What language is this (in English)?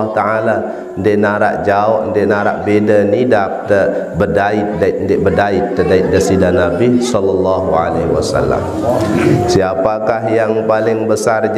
Sasak